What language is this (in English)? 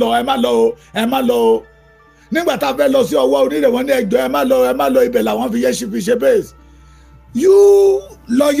Yoruba